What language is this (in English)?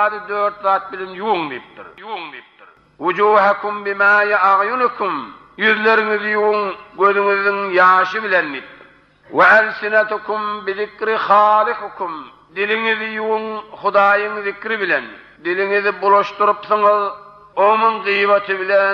Turkmen